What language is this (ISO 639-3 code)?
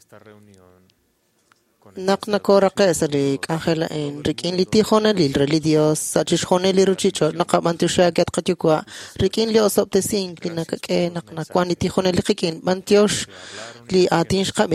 kek